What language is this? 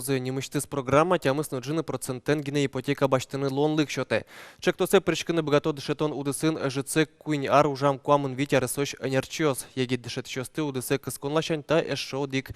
Udmurt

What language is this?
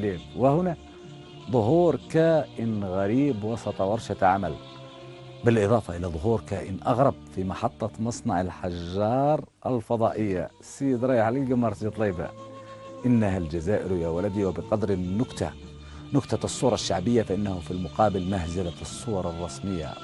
Algerian Arabic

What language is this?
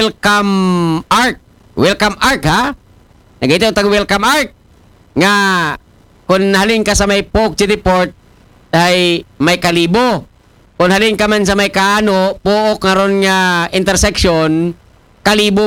Aklanon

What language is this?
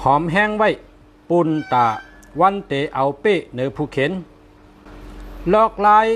Shan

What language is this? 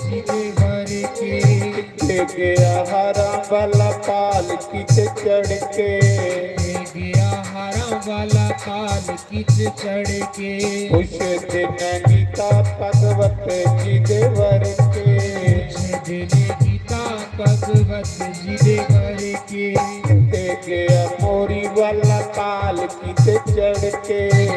Dogri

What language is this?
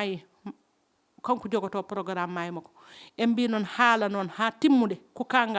Fula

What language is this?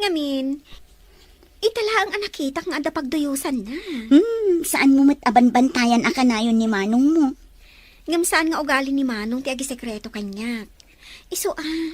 Iloko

